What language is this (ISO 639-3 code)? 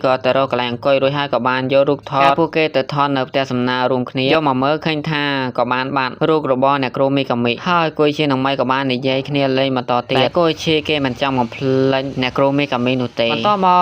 khm